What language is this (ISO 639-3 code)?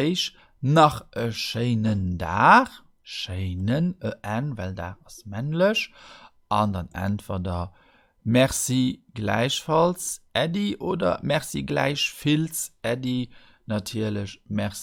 ltz